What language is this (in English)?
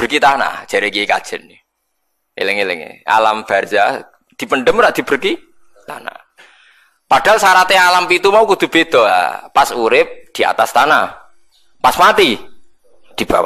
Javanese